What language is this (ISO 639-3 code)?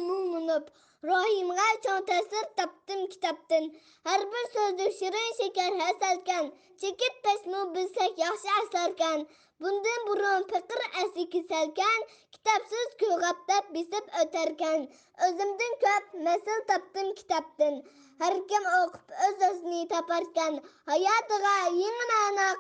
uig